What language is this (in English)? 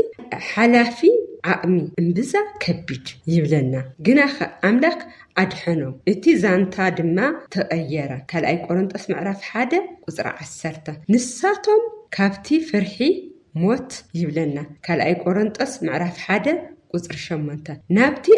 Tigrinya